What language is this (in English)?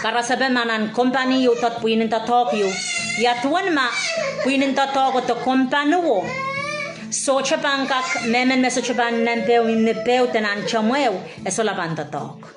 Pohnpeian